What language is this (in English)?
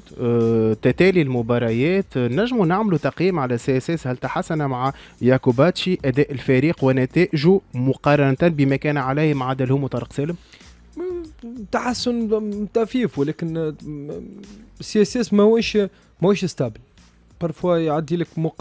Tunisian Arabic